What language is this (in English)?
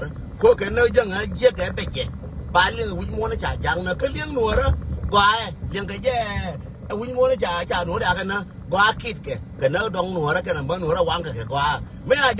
Nuer